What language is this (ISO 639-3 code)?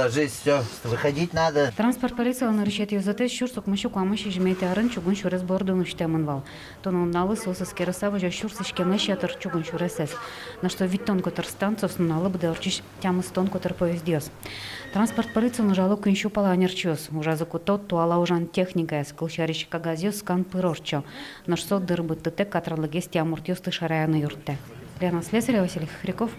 udm